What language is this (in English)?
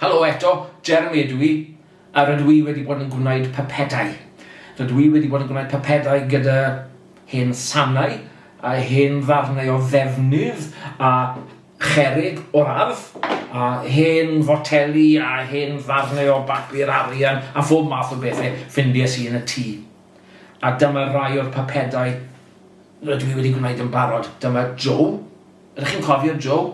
Welsh